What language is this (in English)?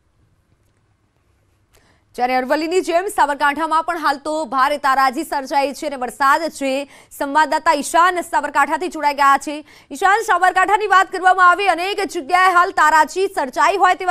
Gujarati